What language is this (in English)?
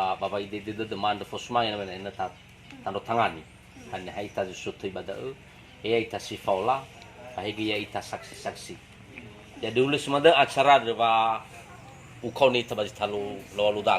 Nias